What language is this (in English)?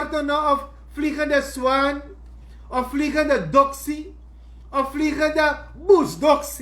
Sranan Tongo